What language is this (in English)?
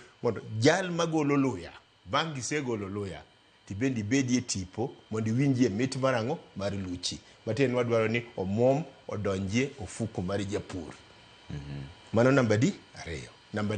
Luo (Kenya and Tanzania)